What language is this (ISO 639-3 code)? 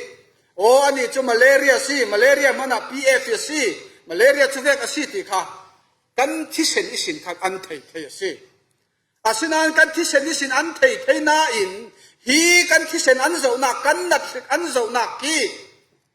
cfm